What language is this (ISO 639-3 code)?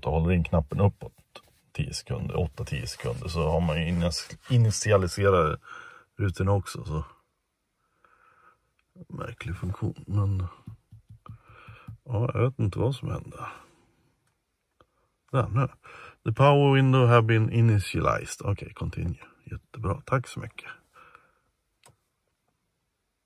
swe